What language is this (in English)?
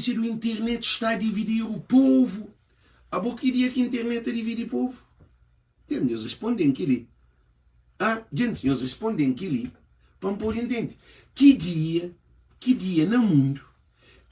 Kabuverdianu